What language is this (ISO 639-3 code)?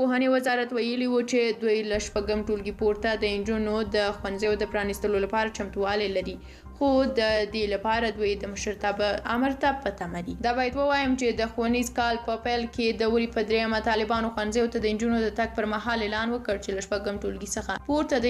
pus